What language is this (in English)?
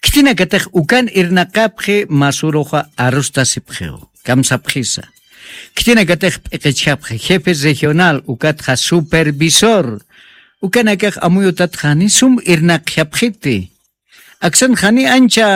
Aymara